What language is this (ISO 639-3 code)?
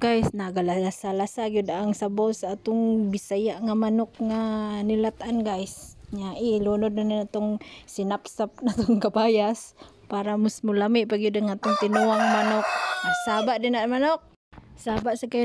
ceb